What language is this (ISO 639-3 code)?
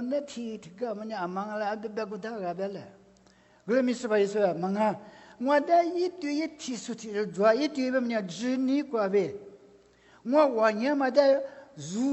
lis